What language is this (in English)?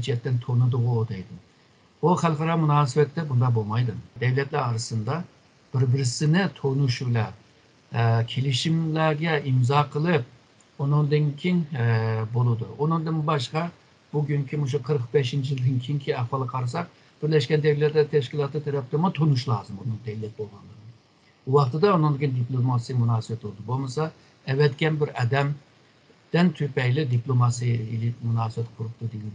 Uyghur